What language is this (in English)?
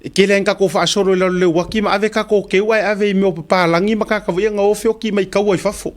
Samoan